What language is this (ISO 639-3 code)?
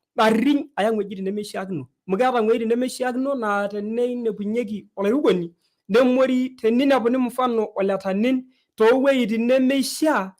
mas